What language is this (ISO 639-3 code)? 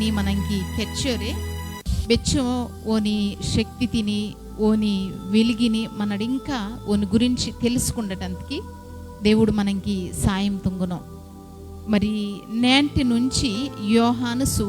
kff